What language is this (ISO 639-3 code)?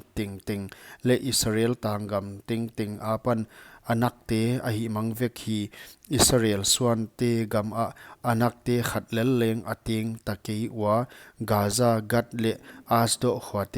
pck